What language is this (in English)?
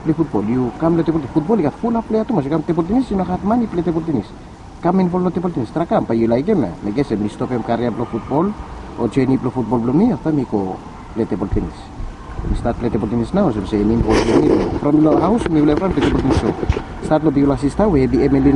Bislama